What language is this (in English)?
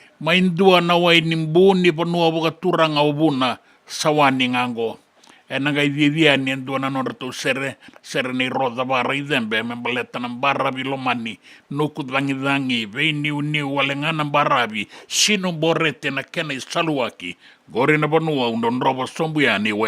Fijian